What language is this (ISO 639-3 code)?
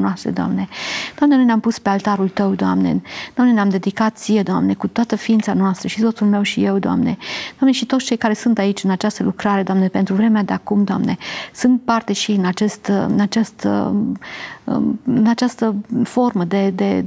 ron